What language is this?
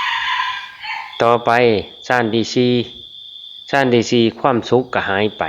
Lao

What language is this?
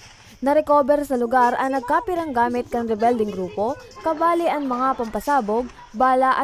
Bikol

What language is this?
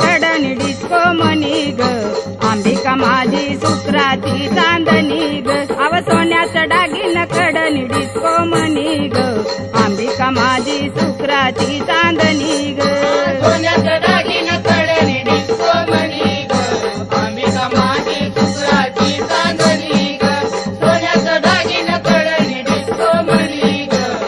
Marathi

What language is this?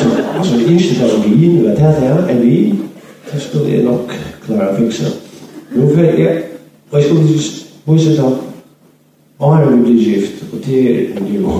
Faroese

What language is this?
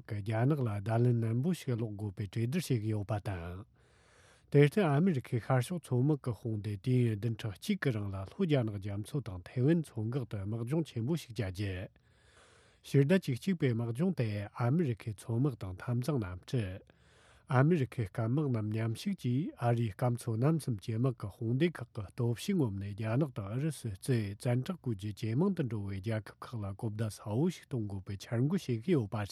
Tibetan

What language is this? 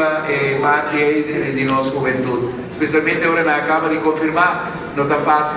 Papiamento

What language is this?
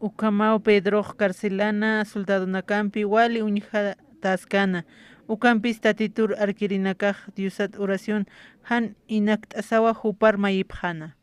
Aymara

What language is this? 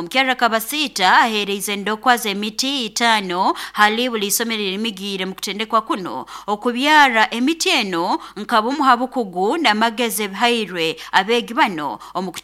Nyoro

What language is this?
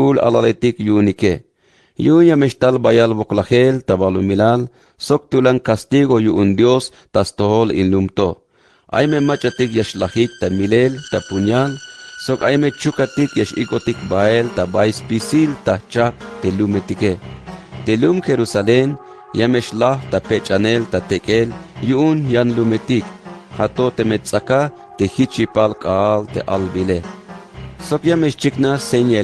Tzeltal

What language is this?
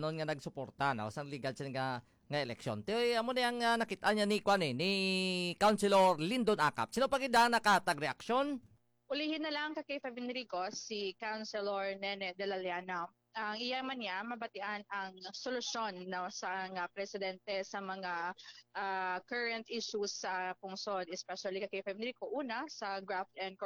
Hiligaynon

